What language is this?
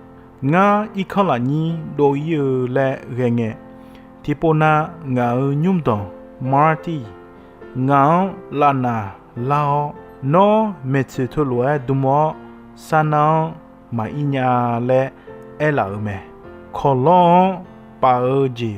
Akha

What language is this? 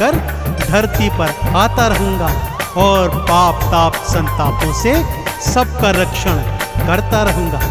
Hindi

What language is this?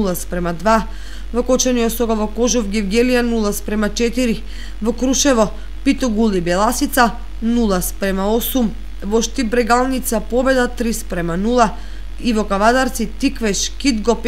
Macedonian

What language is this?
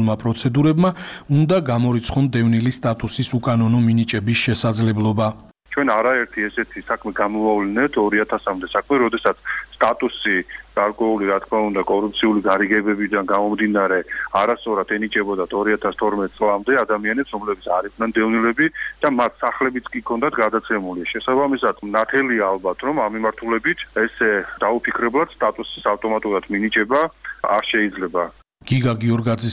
Georgian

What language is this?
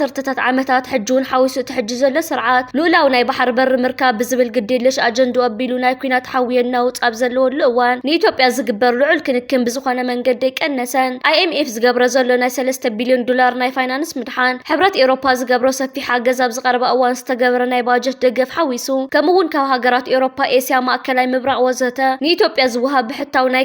Tigrinya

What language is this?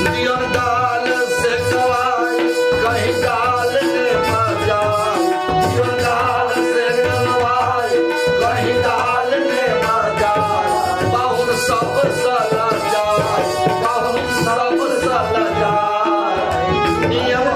Maithili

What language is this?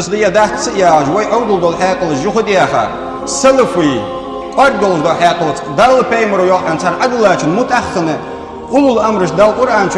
Ingush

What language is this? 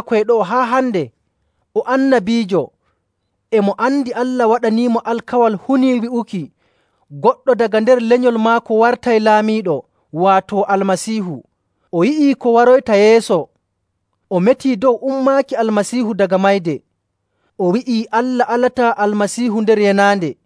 Nigerian Fulfulde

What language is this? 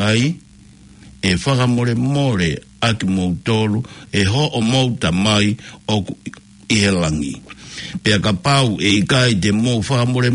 Tongan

